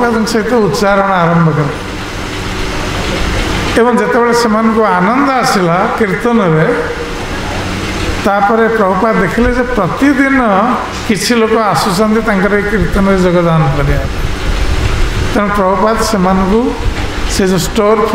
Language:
Odia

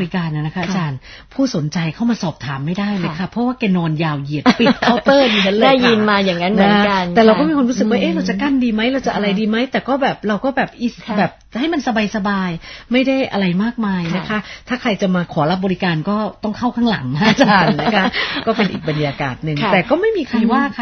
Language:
Thai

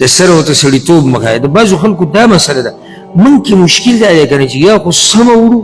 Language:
Pashto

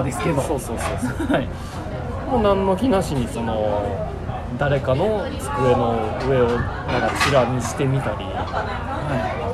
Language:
Japanese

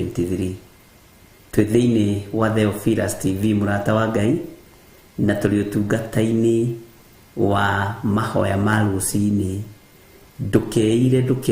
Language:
Kikuyu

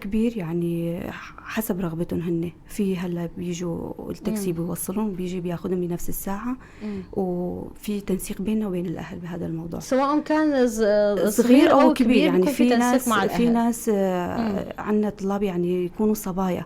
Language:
North Levantine Arabic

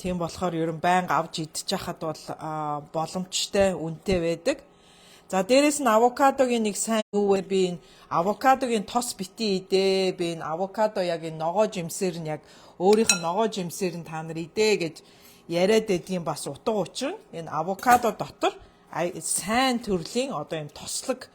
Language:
Mongolian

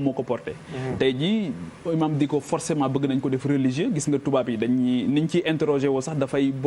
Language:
Wolof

